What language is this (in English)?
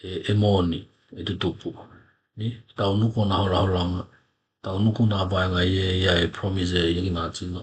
Tokelau